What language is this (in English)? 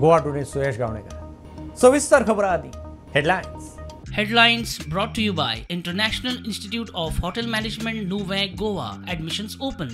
Konkani